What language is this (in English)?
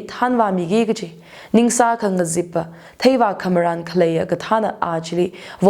Tangkhul Naga (India)